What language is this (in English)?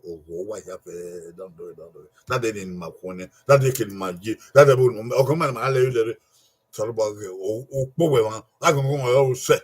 Bini